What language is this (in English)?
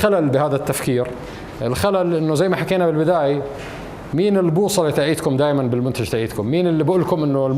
North Levantine Arabic